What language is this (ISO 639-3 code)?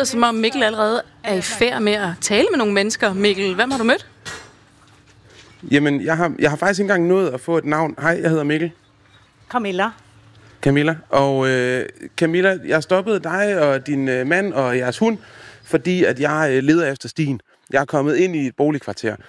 dan